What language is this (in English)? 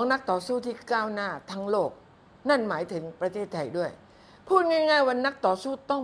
Thai